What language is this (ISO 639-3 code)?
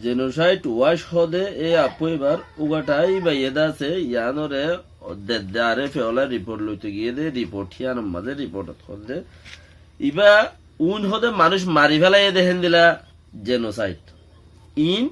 rhg